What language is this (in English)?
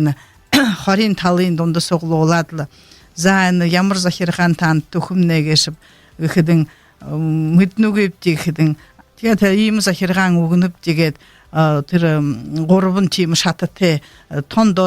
Buriat